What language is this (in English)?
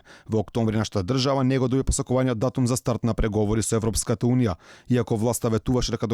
Macedonian